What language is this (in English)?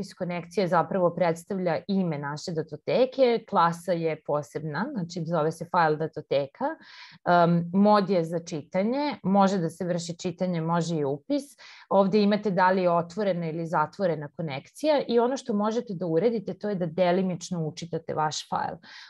Serbian